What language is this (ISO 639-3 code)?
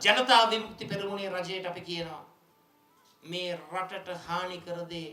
sin